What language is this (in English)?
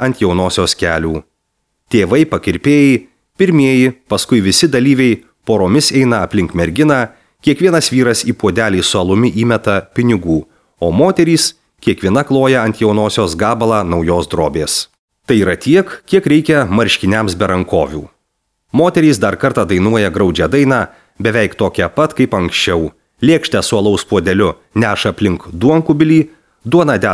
Lithuanian